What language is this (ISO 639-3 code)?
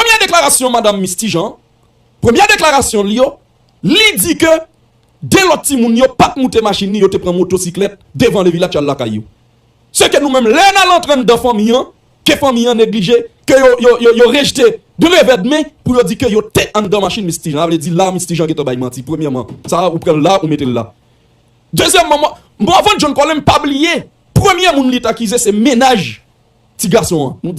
hat